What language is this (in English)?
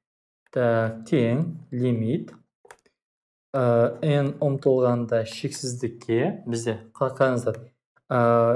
Kazakh